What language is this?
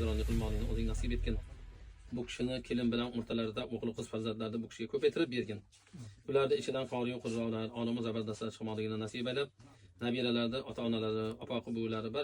Uzbek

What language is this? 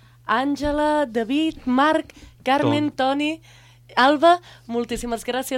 Catalan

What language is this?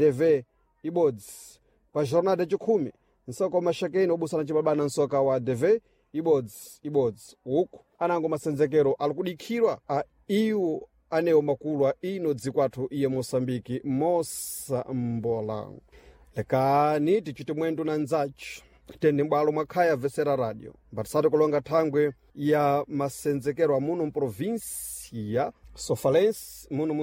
Sena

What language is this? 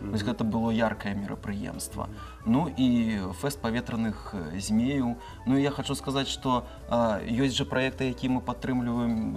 Belarusian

